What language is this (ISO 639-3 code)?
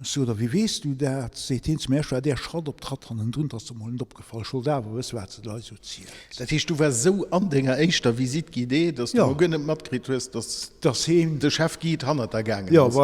ltz